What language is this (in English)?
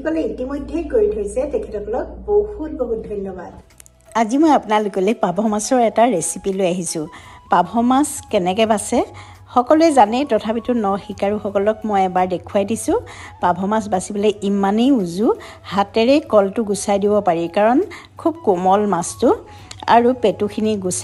Assamese